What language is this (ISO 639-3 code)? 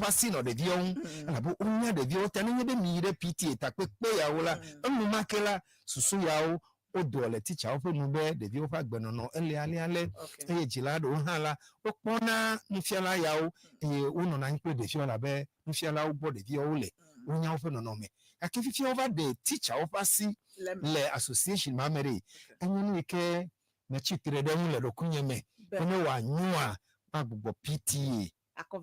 ewe